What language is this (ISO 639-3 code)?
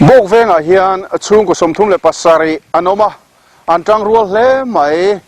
lus